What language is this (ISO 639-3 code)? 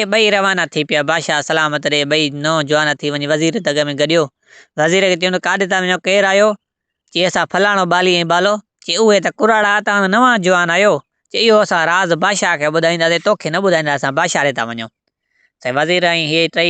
snd